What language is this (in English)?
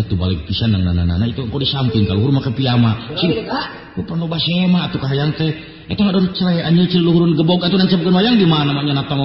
Sundanese